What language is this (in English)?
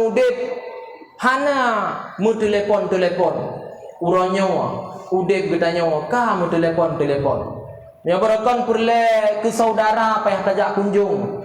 Achinese